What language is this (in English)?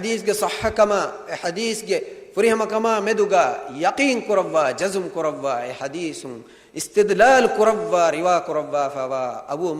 Divehi